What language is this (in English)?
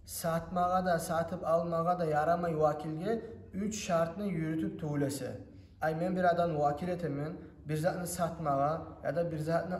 Kumyk